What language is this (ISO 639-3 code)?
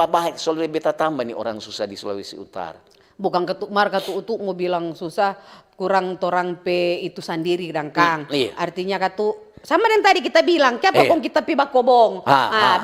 xmm